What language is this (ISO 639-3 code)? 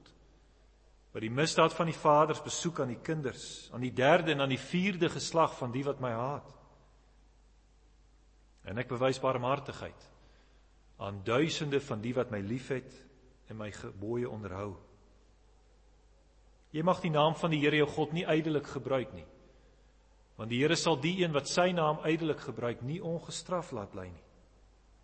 afr